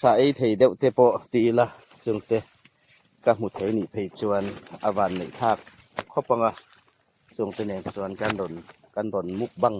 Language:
Hmar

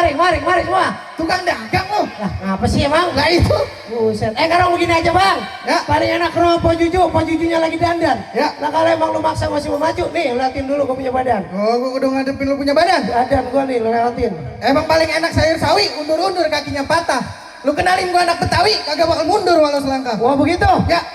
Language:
Betawi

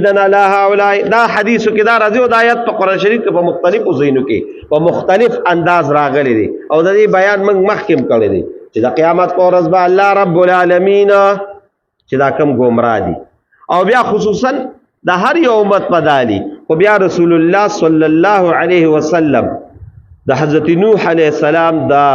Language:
Pashto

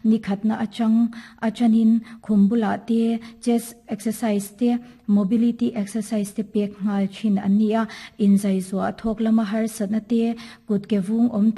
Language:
Mizo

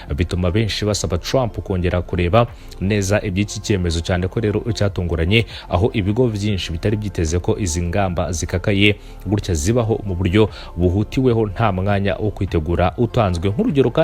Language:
Kinyarwanda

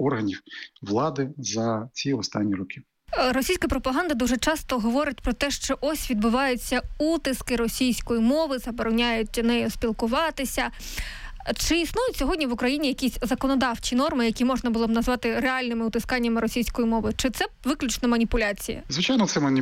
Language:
Ukrainian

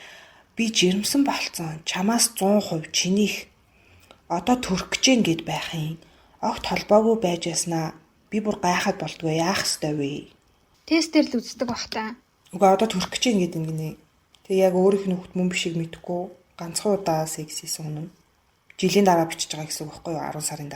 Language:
Mongolian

